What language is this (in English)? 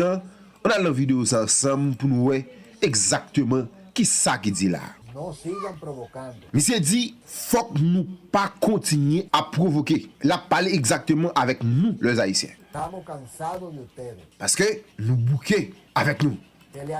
Haitian Creole